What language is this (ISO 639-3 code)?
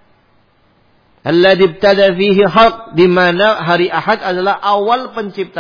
ind